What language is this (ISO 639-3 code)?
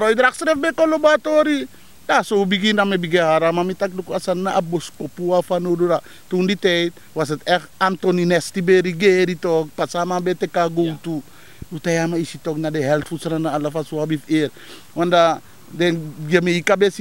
srn